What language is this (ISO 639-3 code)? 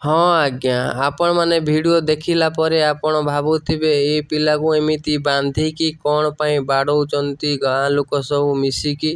ori